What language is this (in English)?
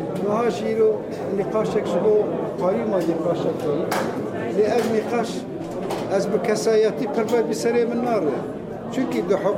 Kurdish